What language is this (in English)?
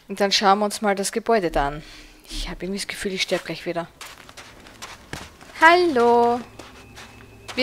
German